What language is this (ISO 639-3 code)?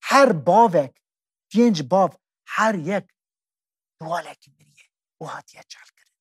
kur